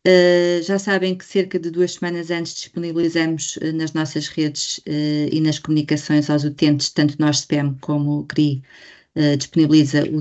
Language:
Portuguese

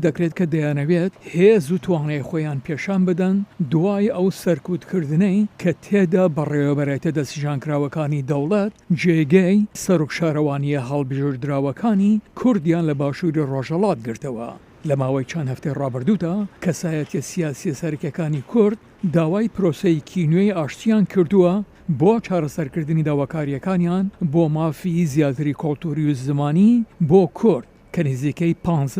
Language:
Central Kurdish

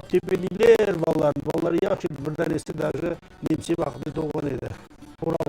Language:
Crimean Tatar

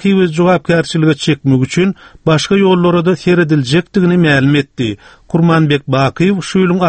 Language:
Turkmen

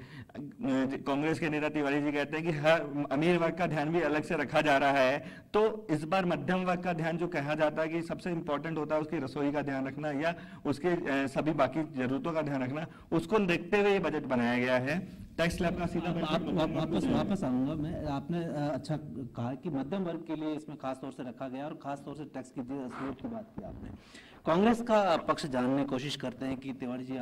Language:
Hindi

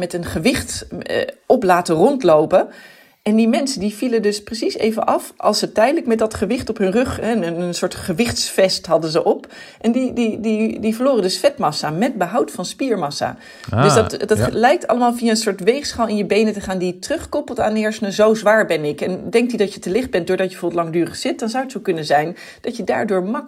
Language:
Dutch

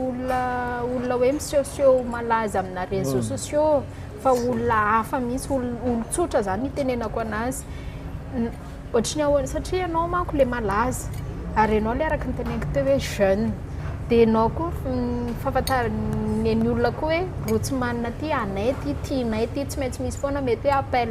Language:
Malagasy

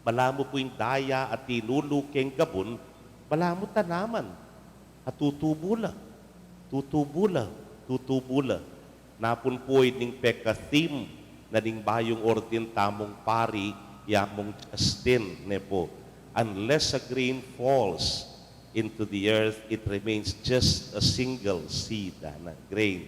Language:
Pampanga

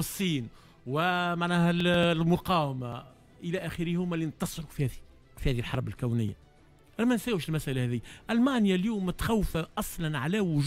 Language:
Tunisian Arabic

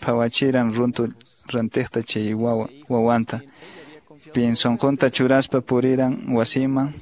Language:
Quechua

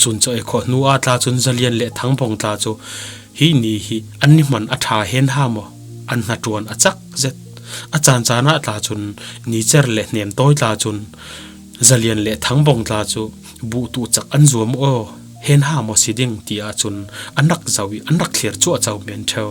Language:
Falam Chin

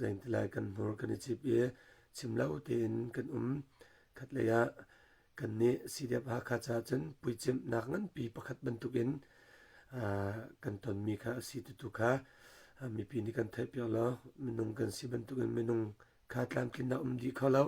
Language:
Hakha Chin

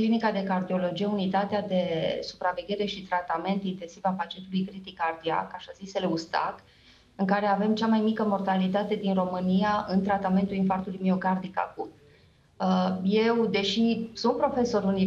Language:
Romanian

